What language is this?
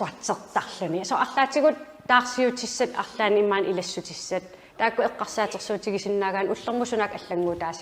Kalaallisut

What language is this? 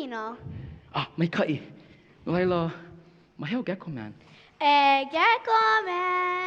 Hawaiian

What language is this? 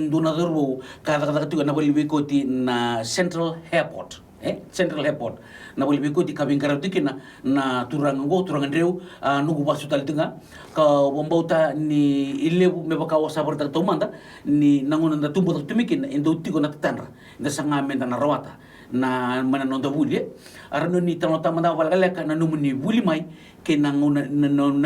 Fijian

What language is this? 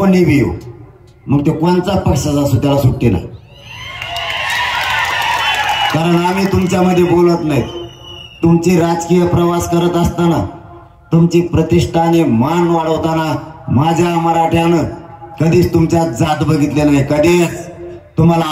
Marathi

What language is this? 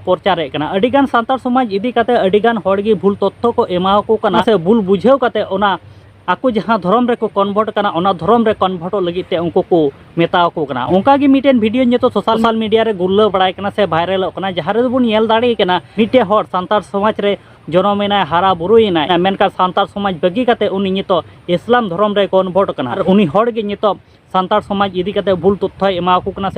Santali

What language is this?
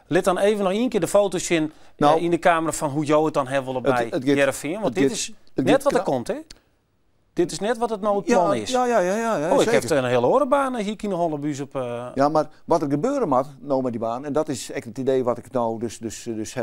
Western Frisian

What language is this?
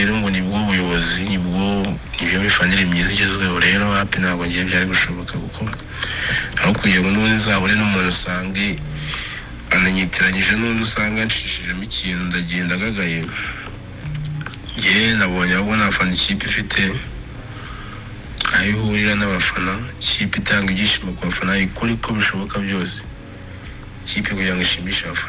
Kinyarwanda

